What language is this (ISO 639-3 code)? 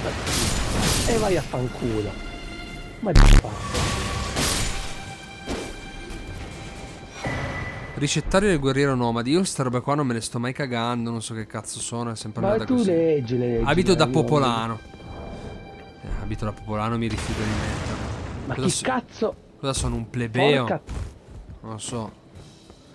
ita